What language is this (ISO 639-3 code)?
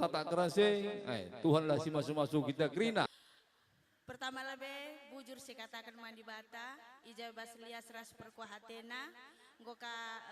btx